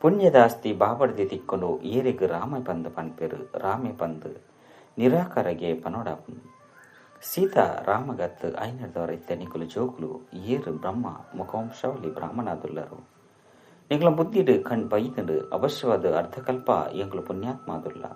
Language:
Tulu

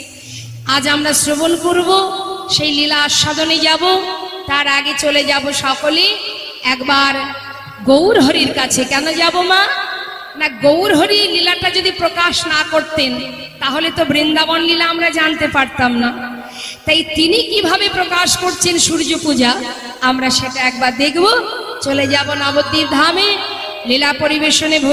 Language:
Bangla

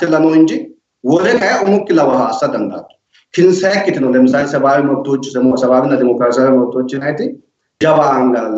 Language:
Sidamo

